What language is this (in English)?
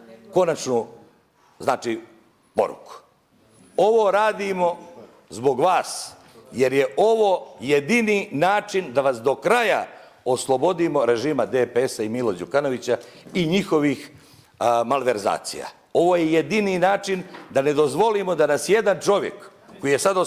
Bosnian